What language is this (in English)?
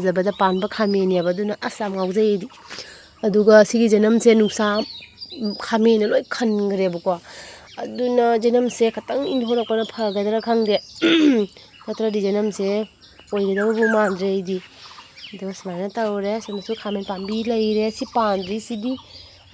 Manipuri